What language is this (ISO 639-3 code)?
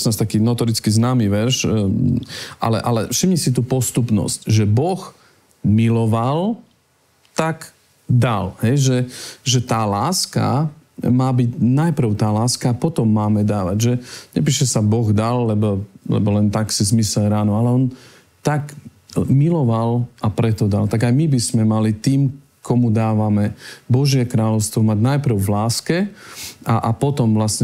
slk